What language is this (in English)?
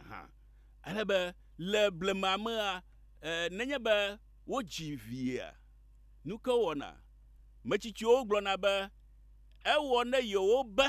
Ewe